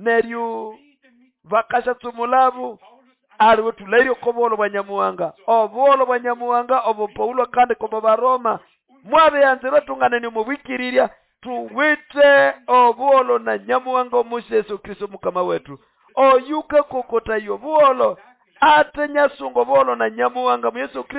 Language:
Nande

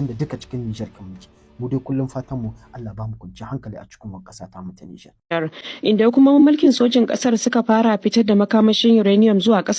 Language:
Hausa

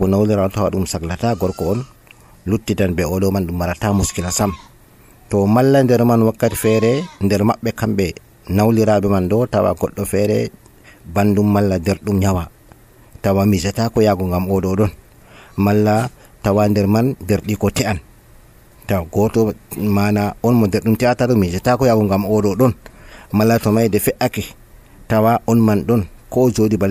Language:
Nigerian Fulfulde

